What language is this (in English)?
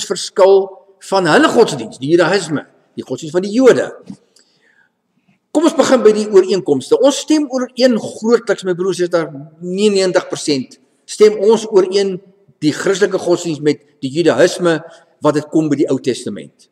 Afrikaans